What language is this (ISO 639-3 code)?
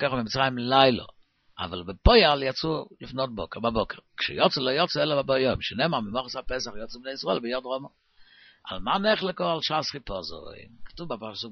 heb